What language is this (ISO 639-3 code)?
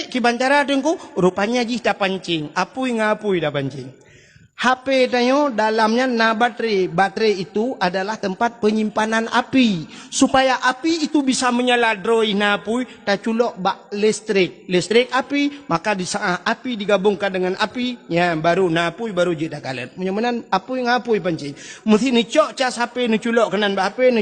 ace